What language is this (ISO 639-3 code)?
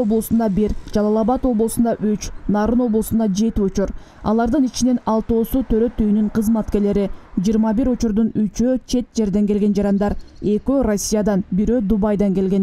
kir